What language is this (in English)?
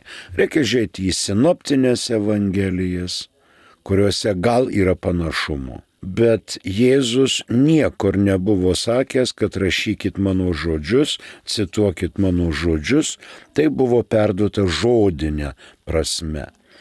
Lithuanian